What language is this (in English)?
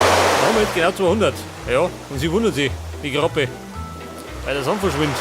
Bavarian